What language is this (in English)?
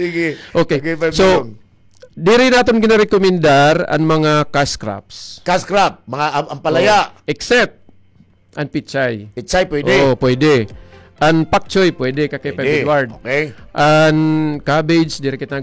Waray